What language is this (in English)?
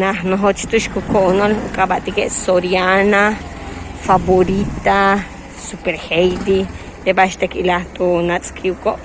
Yucateco